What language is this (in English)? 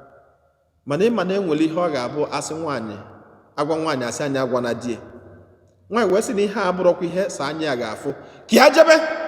Igbo